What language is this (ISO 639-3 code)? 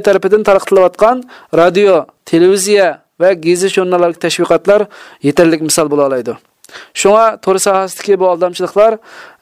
uig